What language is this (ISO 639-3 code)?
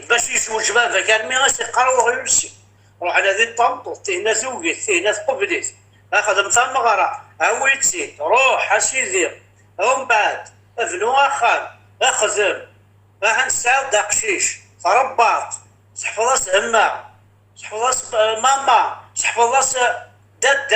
kab